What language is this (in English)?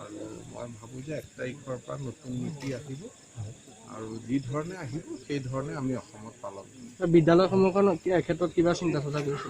Assamese